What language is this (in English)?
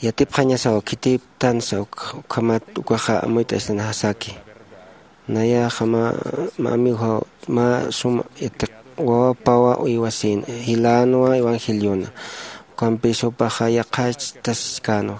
Aymara